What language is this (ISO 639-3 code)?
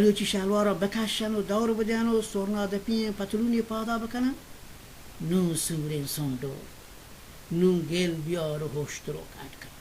bal